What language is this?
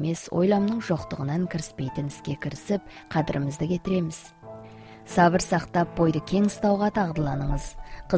Kazakh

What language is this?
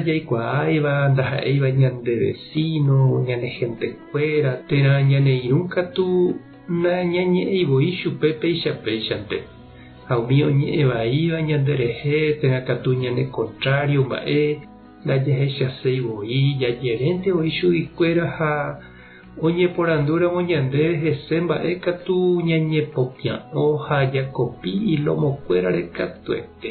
Guarani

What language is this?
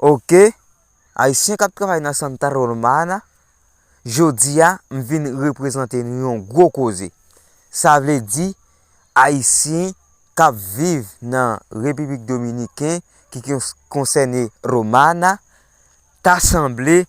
Haitian Creole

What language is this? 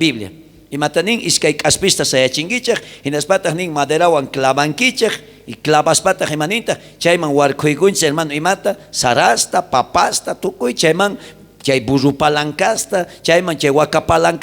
South Bolivian Quechua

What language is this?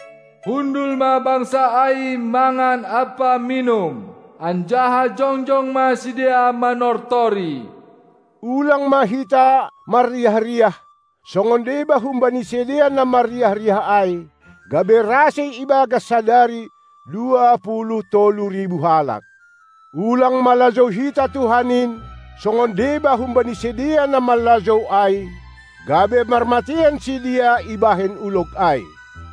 Batak Simalungun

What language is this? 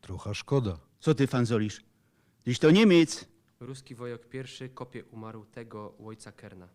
Silesian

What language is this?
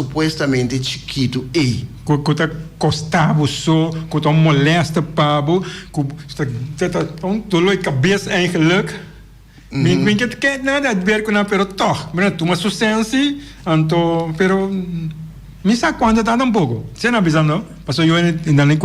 Papiamento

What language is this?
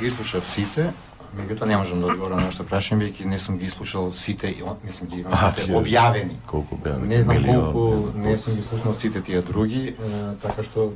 Macedonian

